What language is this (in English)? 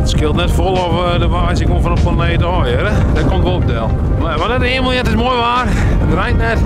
Western Frisian